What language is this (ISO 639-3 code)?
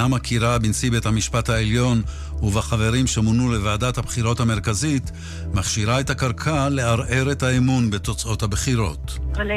heb